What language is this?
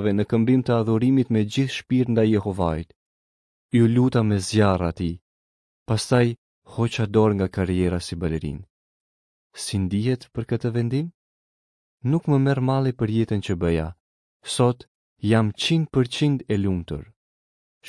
Albanian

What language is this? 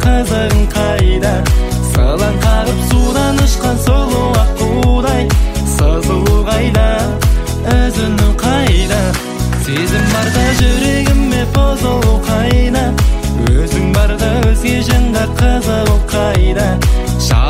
Kazakh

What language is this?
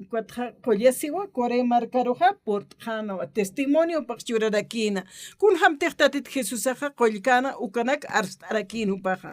Aymara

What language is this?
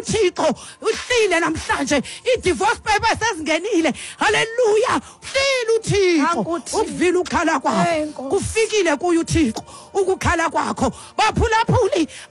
Xhosa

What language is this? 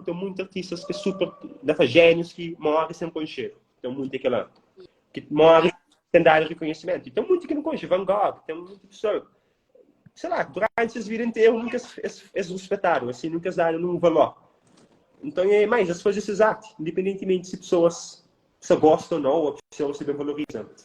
Kabuverdianu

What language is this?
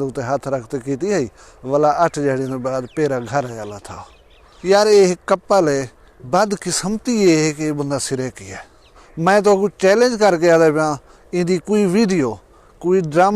Saraiki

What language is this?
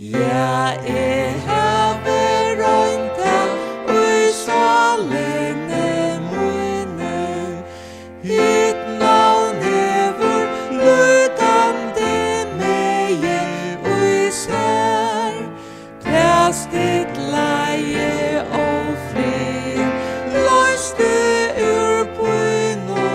Faroese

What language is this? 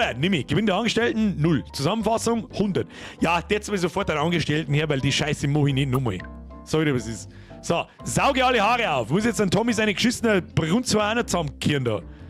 Bavarian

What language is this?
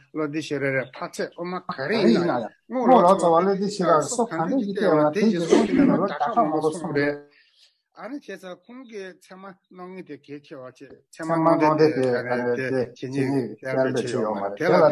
Tibetan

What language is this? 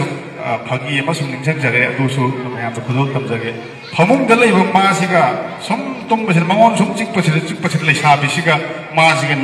Manipuri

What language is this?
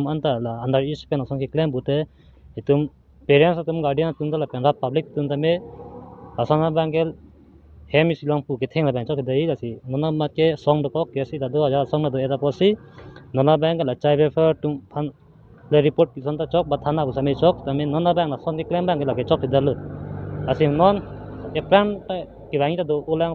Karbi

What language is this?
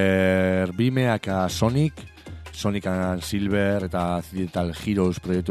Basque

